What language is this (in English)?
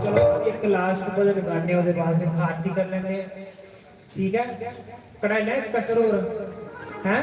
Dogri